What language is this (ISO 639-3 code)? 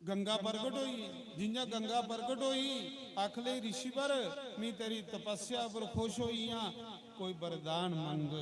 doi